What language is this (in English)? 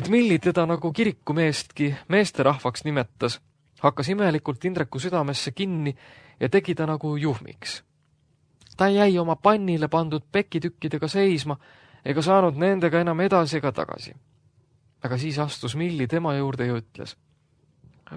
Estonian